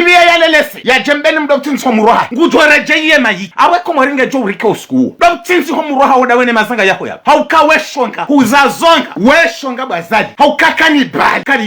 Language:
Ngazidja Comorian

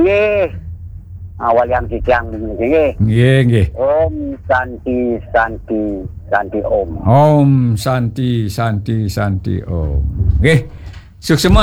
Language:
Balinese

